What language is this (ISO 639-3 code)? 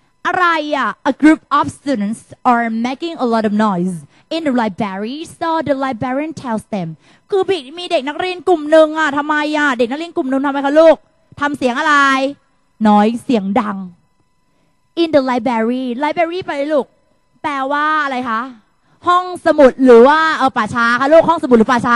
tha